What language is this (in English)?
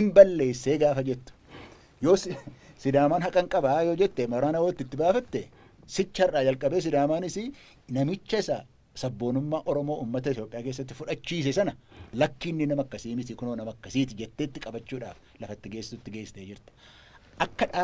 Oromo